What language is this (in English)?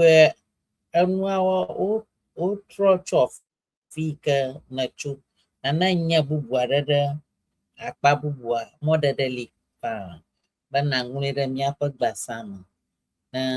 Ewe